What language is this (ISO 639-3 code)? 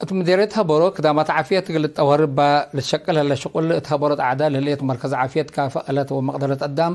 tig